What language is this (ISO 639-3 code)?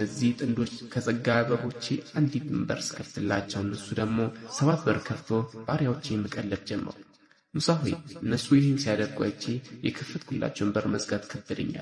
amh